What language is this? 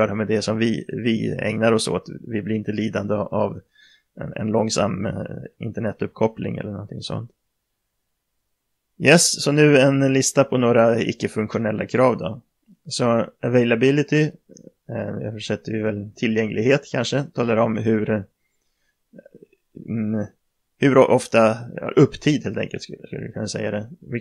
Swedish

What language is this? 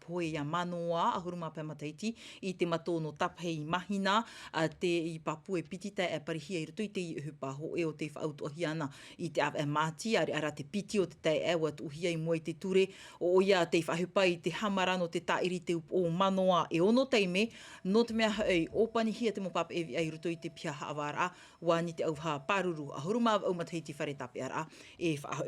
Tahitian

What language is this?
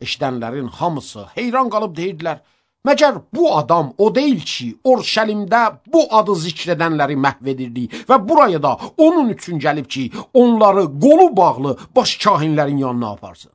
Azerbaijani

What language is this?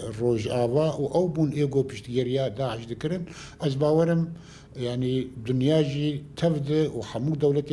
Kurdish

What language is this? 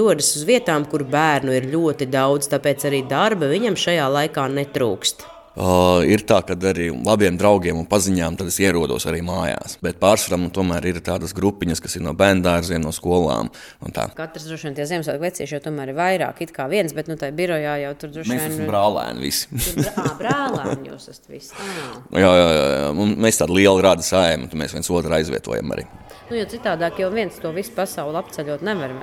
Latvian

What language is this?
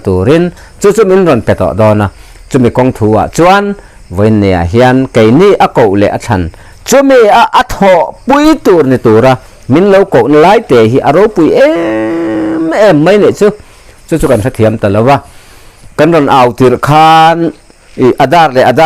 Mizo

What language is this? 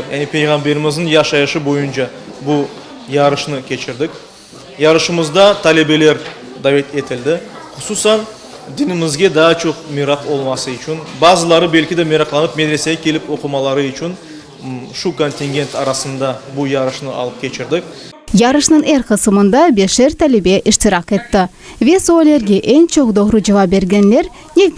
Crimean Tatar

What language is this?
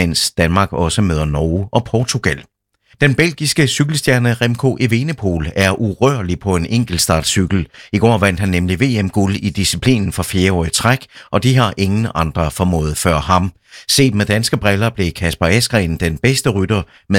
Danish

